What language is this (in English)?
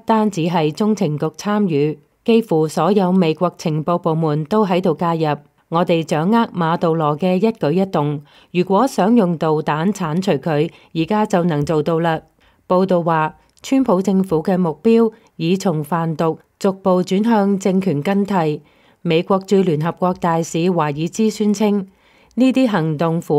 Cantonese